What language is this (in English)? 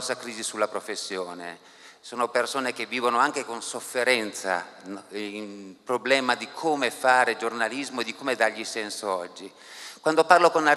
Italian